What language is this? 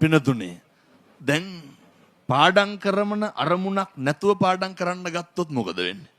Sinhala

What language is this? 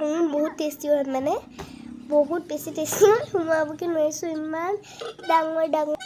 Assamese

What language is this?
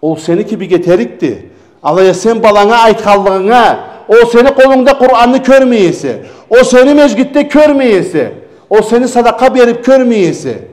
Karachay-Balkar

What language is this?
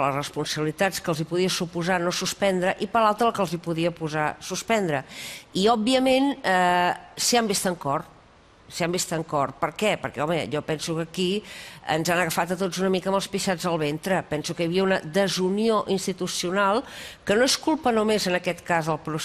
Catalan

